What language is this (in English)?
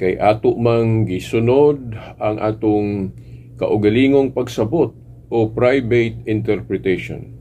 Cebuano